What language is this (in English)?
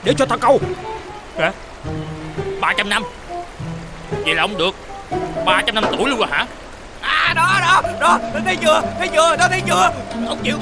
Vietnamese